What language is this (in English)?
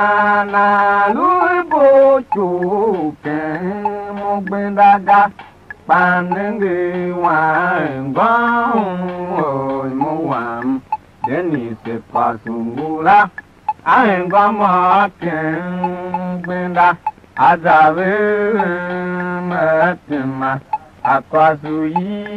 Tiv